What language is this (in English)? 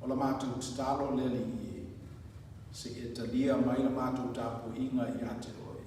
Samoan